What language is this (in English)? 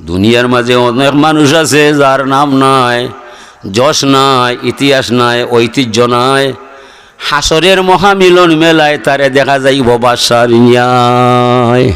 Sylheti